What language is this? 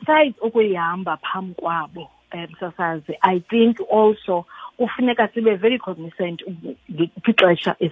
Xhosa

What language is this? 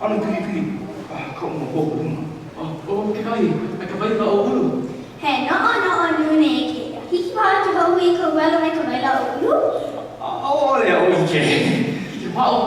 Hawaiian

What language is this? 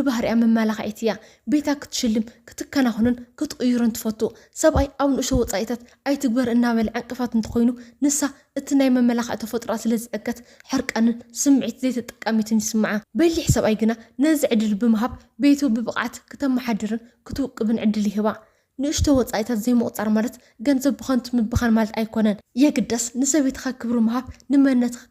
Tigrinya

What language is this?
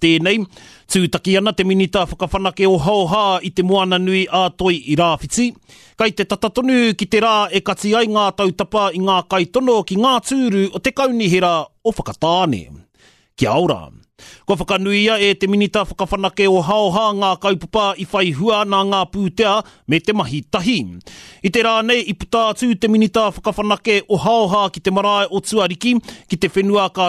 Māori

